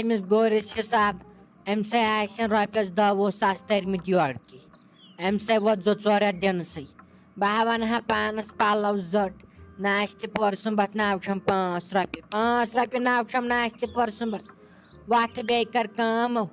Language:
Kashmiri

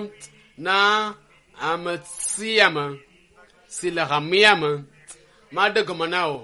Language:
Ewe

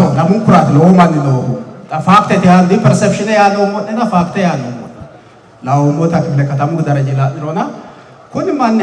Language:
Sidamo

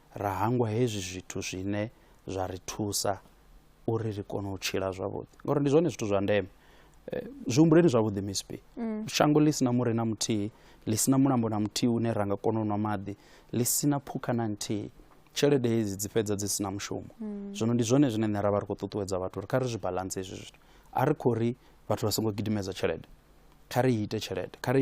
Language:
Venda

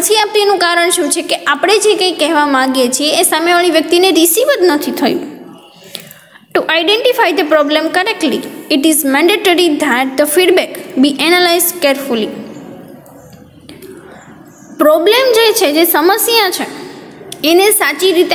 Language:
Gujarati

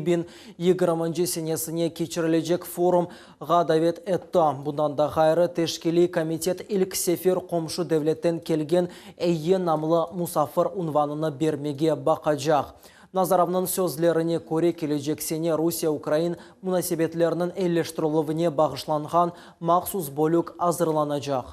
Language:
Crimean Tatar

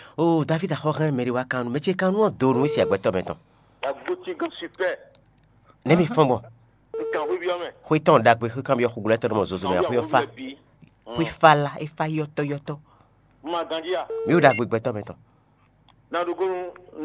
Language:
Fon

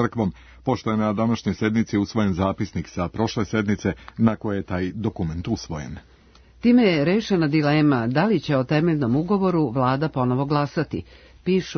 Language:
Serbian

